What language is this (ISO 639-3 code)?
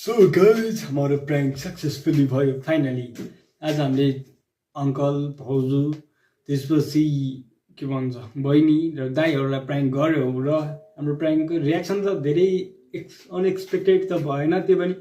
nep